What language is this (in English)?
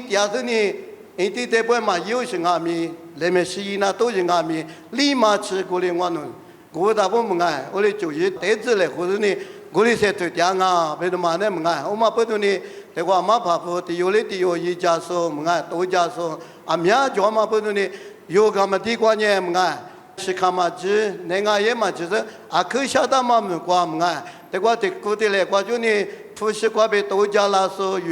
Lisu